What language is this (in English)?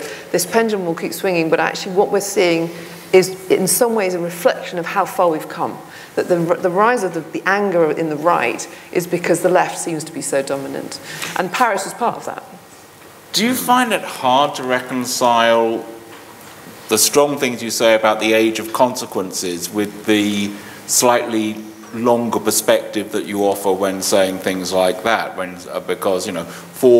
English